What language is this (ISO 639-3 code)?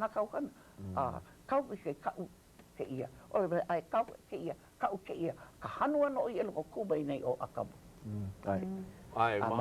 haw